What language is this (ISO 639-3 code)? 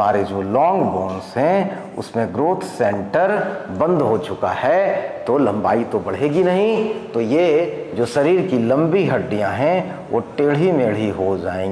hin